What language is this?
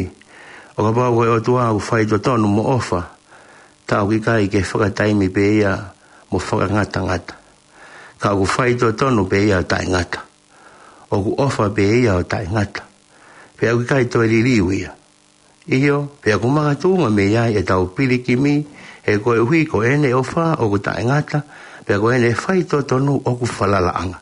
Tongan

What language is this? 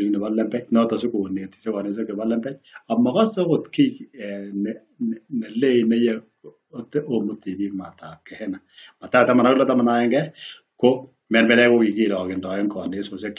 Kalenjin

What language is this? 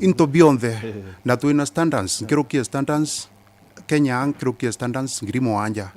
Meru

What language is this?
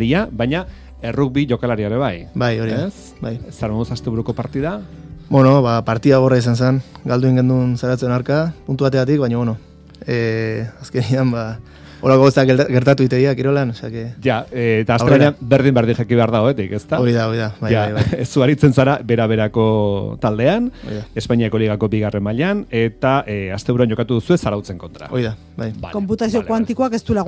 Basque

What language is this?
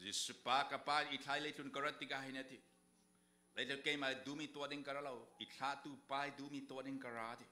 Falam Chin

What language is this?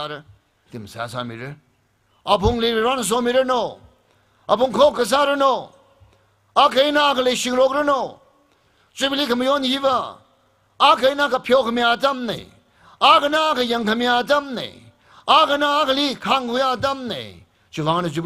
Tangkhul Naga (India)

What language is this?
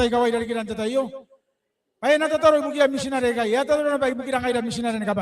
Gilbertese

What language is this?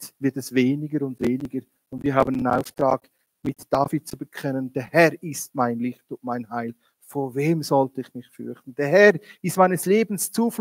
Swiss German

